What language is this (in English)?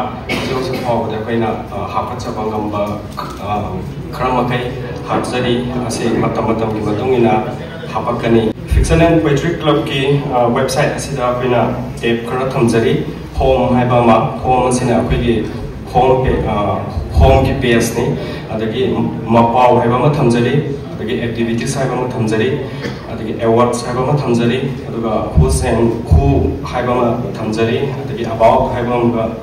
Manipuri